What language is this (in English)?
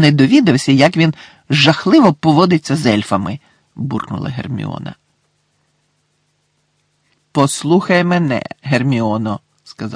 Ukrainian